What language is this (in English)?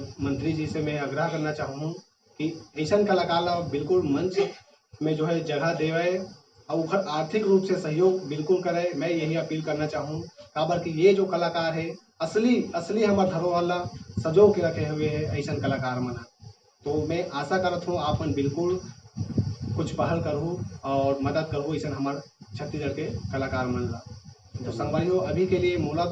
Chhattisgarhi